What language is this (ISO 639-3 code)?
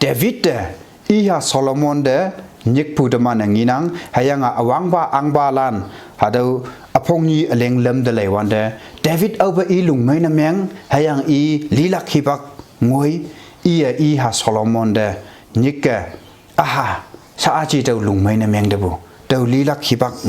nbe